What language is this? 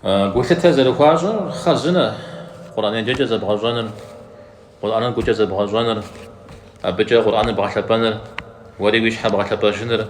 Kabardian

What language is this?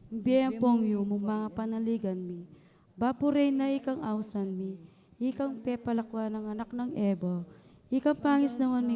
Pampanga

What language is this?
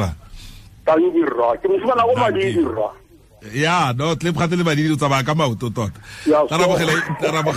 Tswana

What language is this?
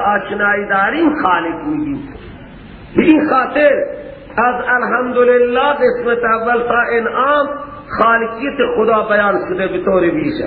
Persian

